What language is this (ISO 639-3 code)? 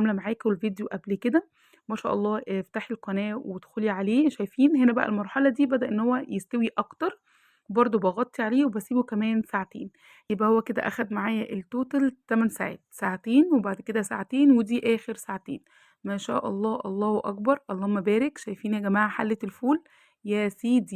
arz